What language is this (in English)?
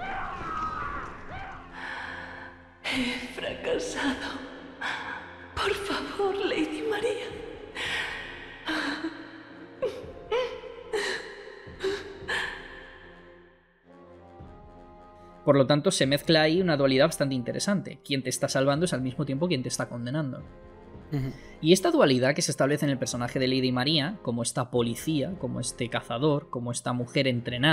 Spanish